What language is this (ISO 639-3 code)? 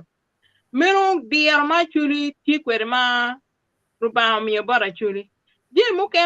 ach